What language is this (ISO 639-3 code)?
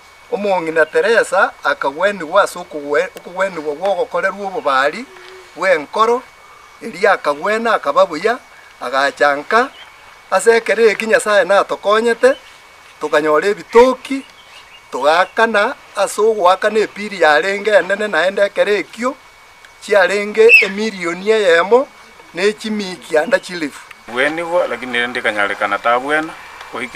guz